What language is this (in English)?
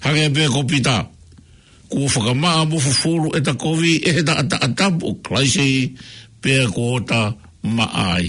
Tongan